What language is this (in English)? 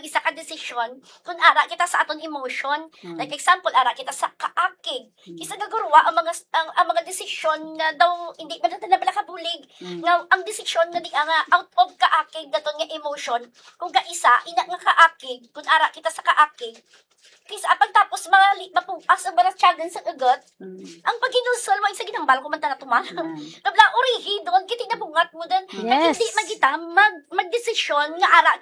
Hiligaynon